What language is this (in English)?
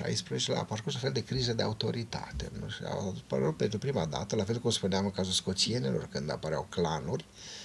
Romanian